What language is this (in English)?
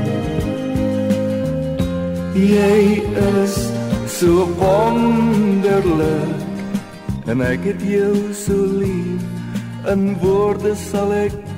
Afrikaans